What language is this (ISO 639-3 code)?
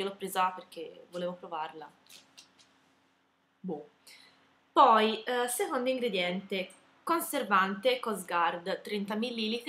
ita